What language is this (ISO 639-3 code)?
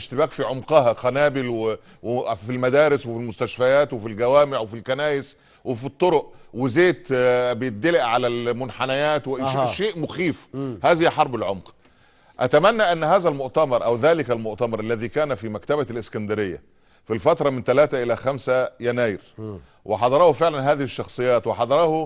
arz